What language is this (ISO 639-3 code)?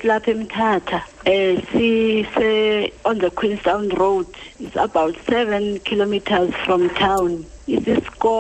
xho